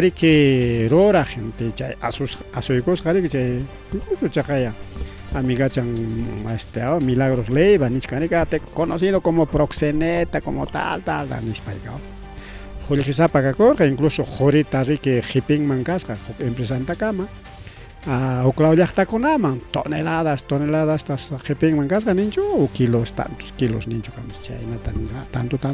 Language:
Ayacucho Quechua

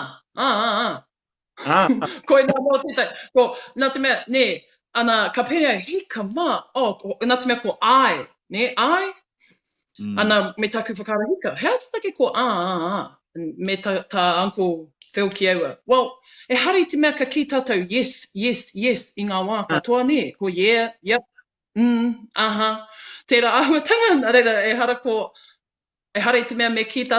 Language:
Māori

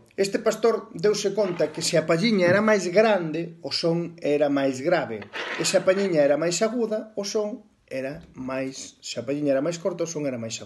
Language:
Galician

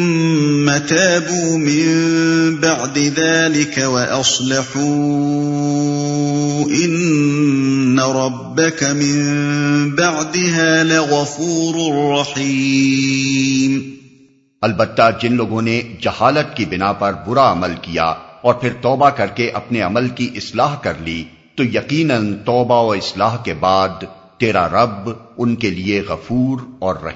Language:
Urdu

